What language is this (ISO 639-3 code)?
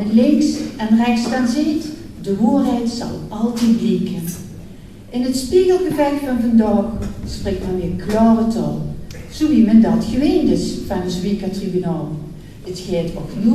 lim